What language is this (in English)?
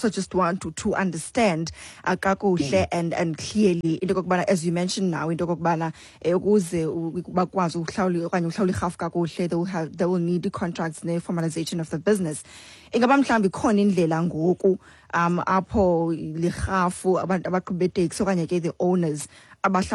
Xhosa